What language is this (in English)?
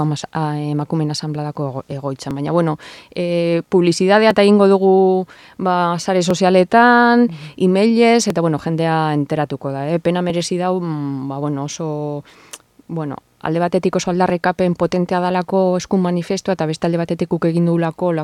Basque